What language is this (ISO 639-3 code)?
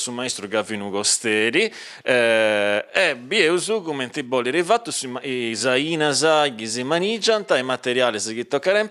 srd